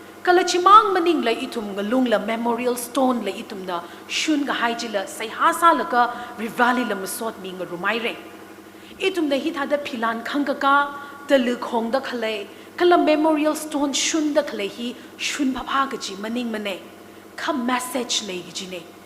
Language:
Tangkhul Naga (India)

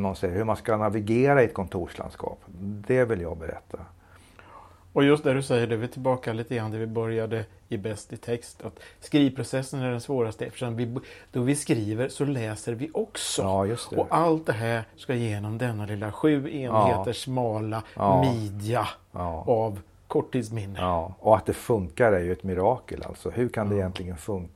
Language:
Swedish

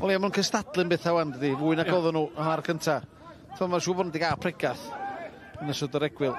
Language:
Welsh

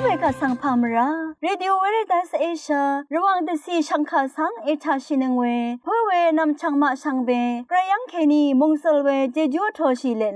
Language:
Rawang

